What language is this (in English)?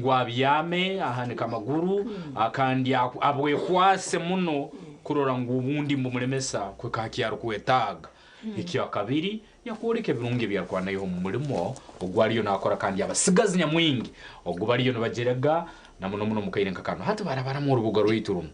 Nyankole